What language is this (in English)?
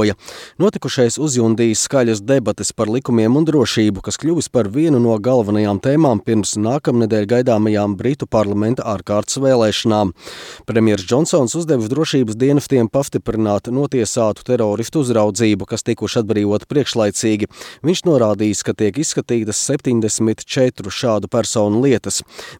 Latvian